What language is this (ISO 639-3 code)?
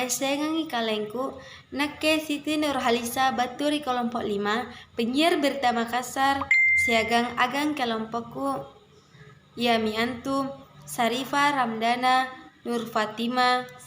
mak